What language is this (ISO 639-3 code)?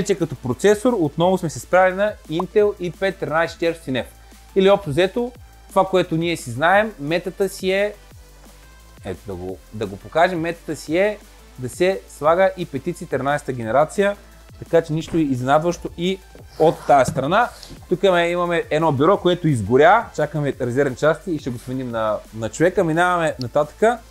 bul